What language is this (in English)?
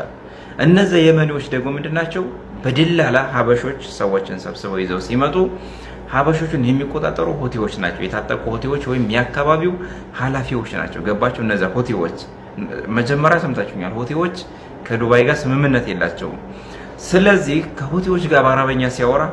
Amharic